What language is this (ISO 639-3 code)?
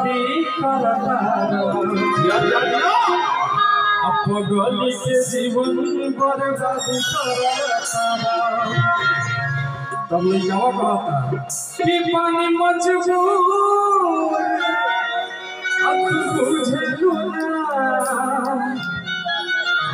bho